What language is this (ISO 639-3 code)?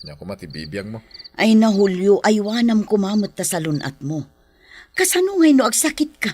ilo